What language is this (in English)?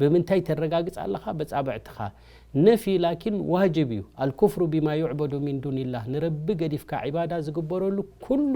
Tigrinya